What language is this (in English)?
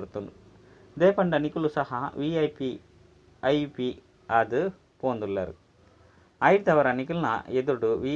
Tulu